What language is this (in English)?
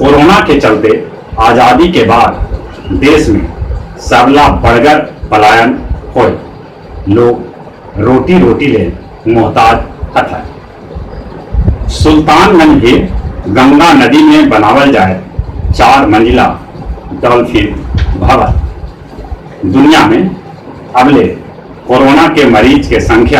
Magahi